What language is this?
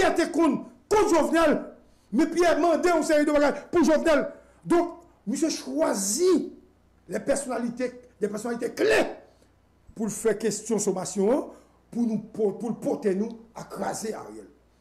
French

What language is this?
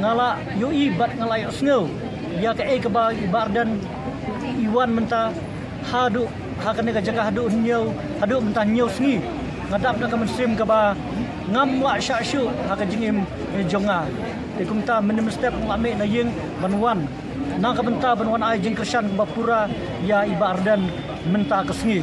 Khasi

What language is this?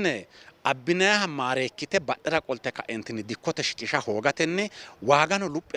Sidamo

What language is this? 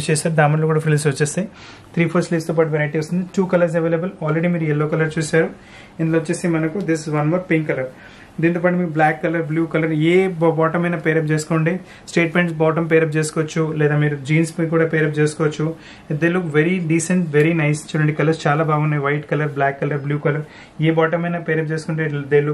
Telugu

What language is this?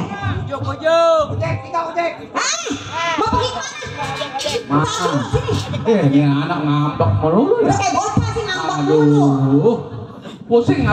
Betawi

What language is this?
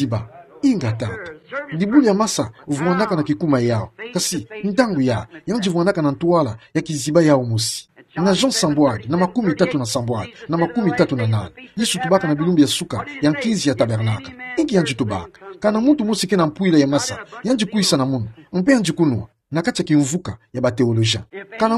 Kituba (Democratic Republic of Congo)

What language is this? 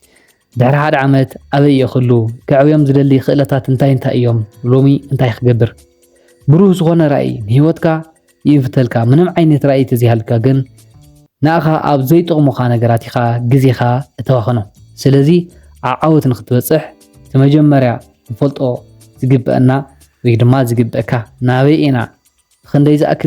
Tigrinya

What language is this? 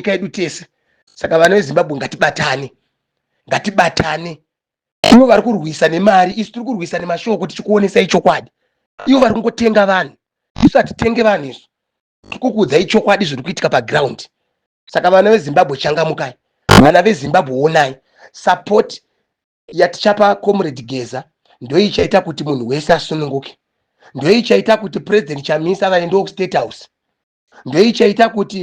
Shona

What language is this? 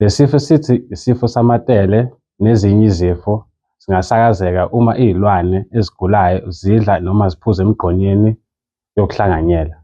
Zulu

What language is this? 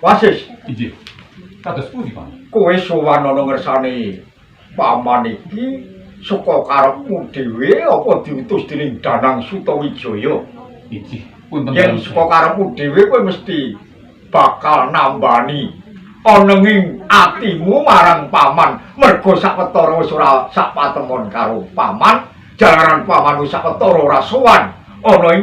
Javanese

